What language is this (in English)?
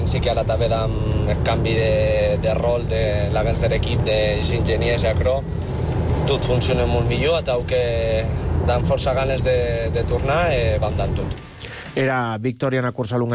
Catalan